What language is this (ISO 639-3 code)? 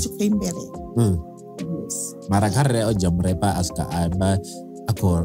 ven